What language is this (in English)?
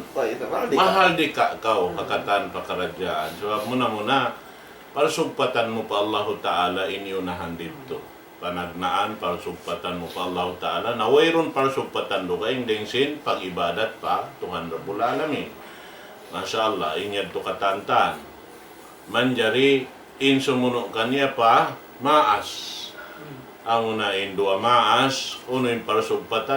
Tausug